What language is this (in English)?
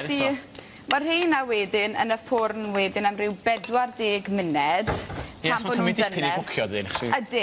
Welsh